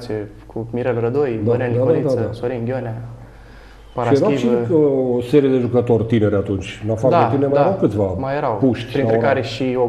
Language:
Romanian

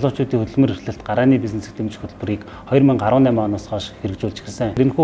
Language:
Mongolian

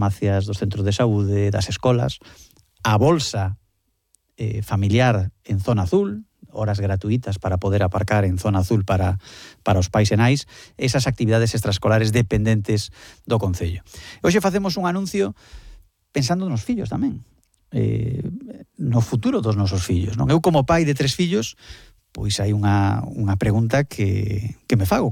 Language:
Galician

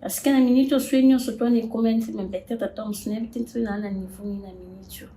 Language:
Lingala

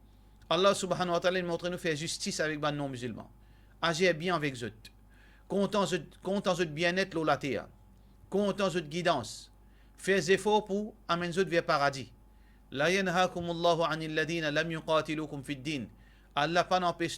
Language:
Morisyen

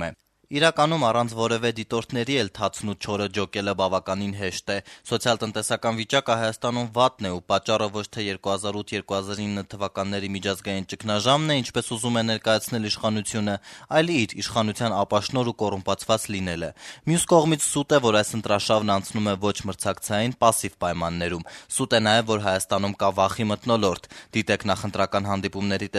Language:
Armenian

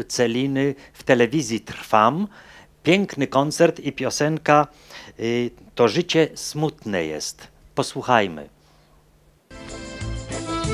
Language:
Polish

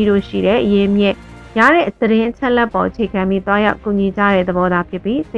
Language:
Burmese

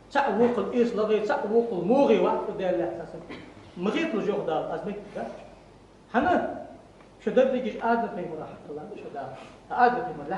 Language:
Ingush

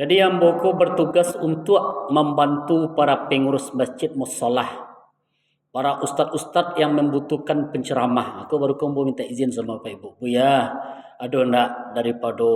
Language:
Minangkabau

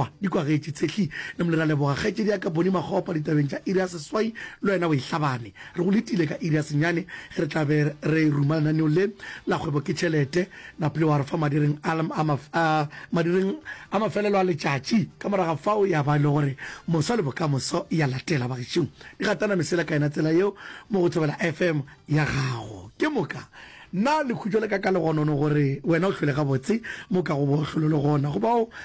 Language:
Northern Sotho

